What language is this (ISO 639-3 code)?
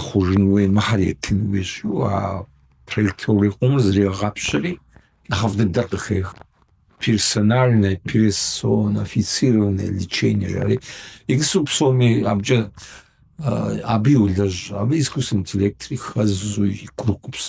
kbd